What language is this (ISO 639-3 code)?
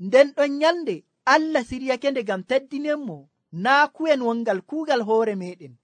fuv